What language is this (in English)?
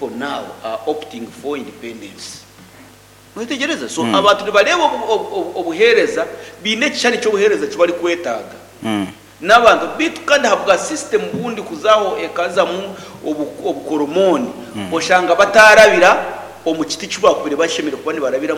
Nyankole